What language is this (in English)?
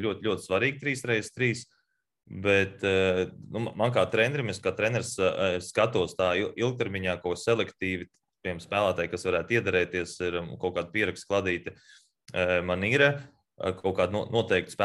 Latvian